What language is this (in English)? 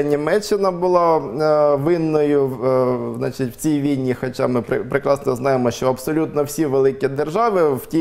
Ukrainian